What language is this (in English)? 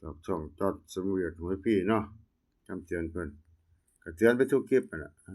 Northeastern Thai